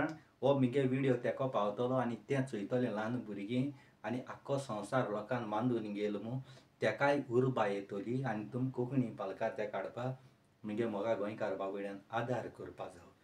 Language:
Konkani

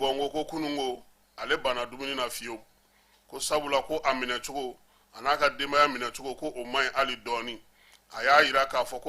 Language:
Bambara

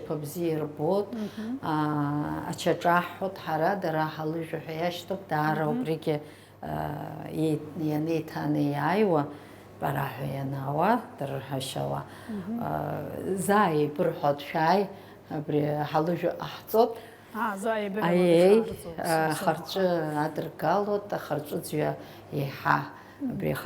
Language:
Abkhazian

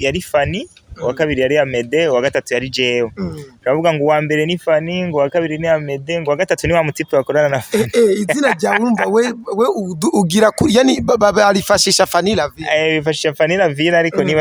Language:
Rundi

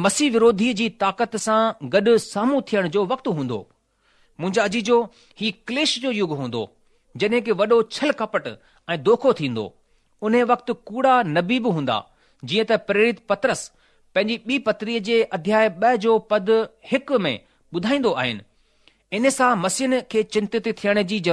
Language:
Sindhi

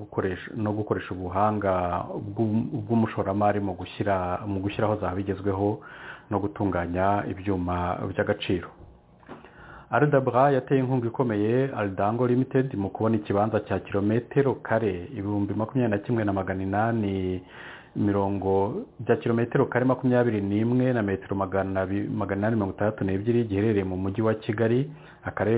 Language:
Kinyarwanda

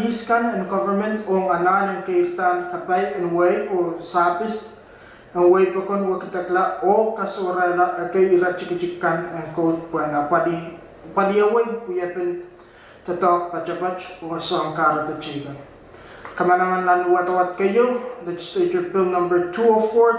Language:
Pohnpeian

